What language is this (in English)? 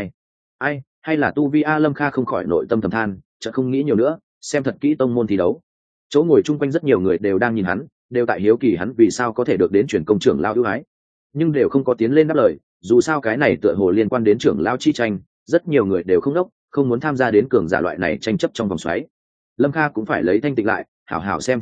Vietnamese